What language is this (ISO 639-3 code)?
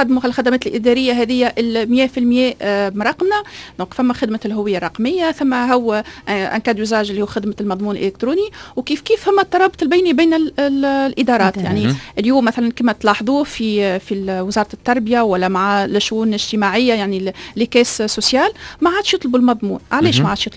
aeb